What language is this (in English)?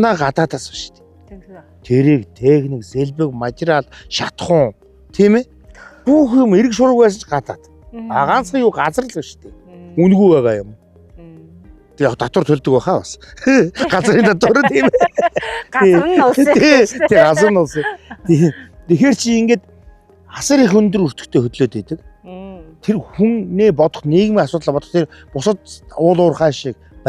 Mongolian